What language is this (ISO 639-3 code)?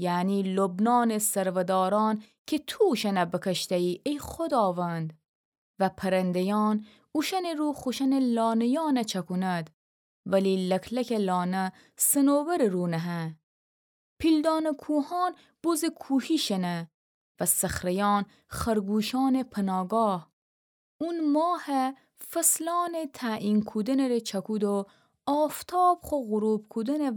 glk